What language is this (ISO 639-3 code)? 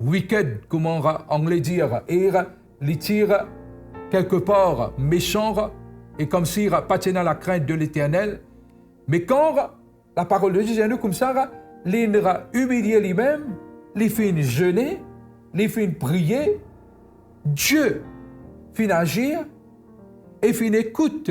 mfe